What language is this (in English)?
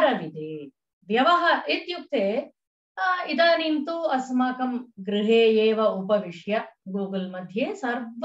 Sanskrit